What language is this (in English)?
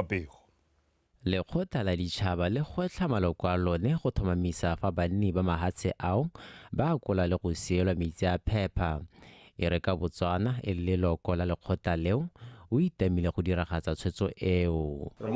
Tswana